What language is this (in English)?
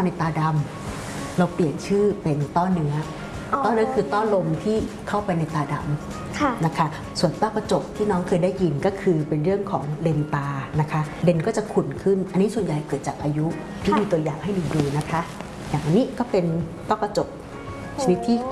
Thai